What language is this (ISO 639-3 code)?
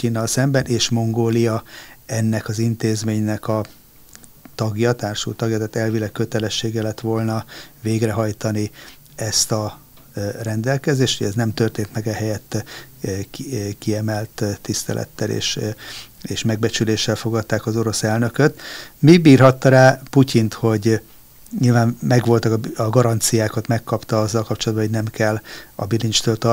hun